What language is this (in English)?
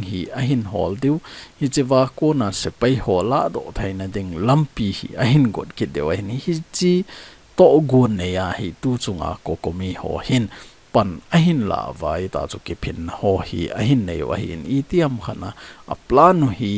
Thado Chin